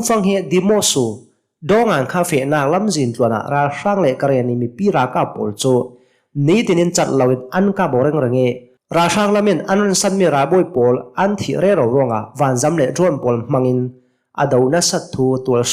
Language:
Hakha Chin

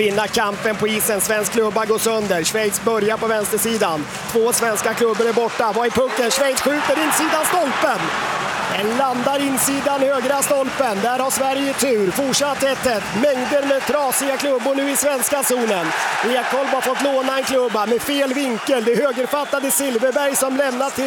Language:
Swedish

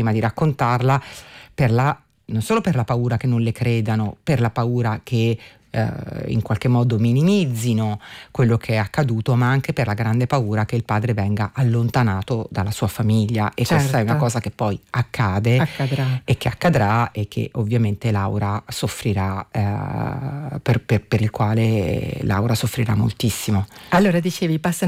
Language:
Italian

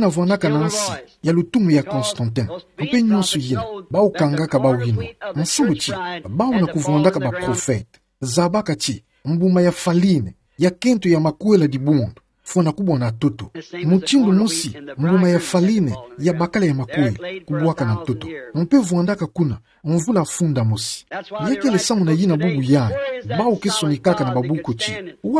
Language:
Kituba (Democratic Republic of Congo)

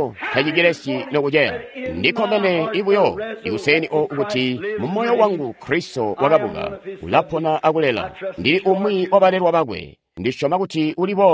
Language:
Tonga (Zambia)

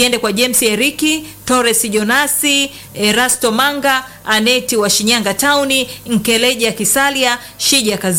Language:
Swahili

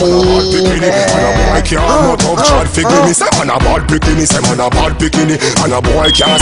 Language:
Jamaican Creole English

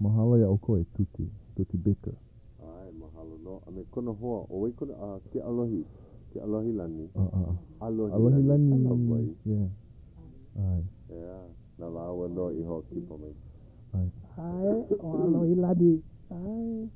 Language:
Hawaiian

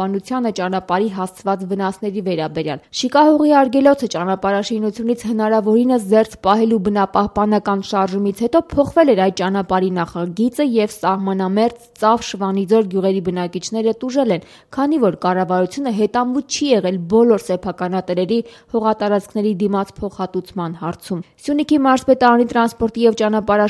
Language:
Armenian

